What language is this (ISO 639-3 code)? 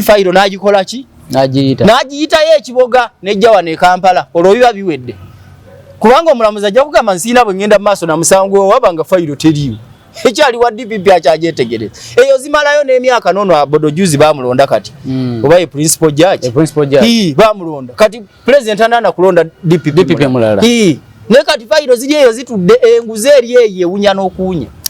lug